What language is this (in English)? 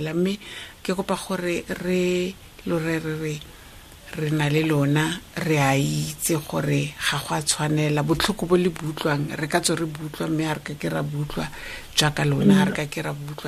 Tswana